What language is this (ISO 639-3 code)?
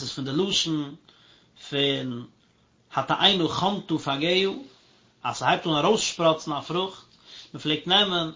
yid